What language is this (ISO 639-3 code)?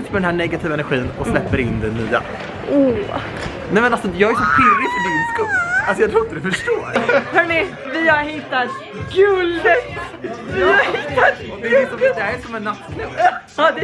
swe